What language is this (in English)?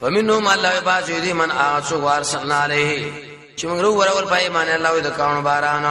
Pashto